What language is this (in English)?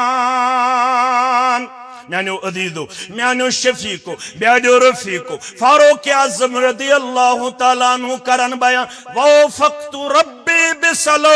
Kashmiri